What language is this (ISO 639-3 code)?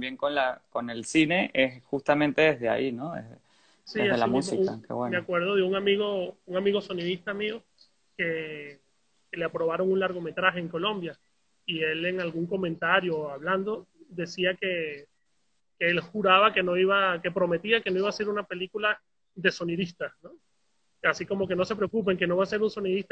spa